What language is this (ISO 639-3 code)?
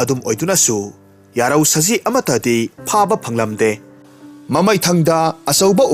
mni